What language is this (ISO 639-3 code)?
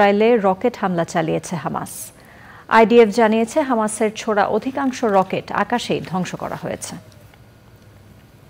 ben